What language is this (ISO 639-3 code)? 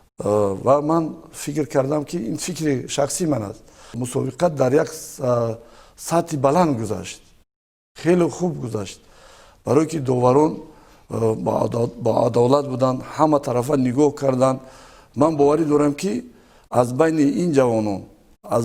tgk